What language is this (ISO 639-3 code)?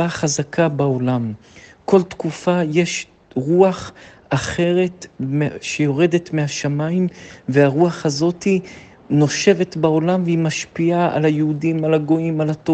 heb